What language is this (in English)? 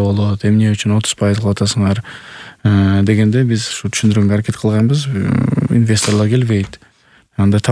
Kyrgyz